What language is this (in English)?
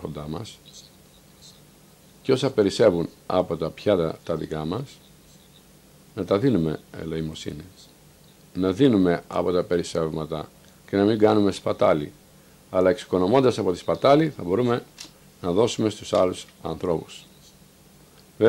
Greek